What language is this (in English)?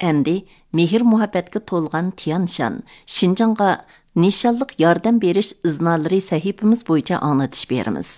Uyghur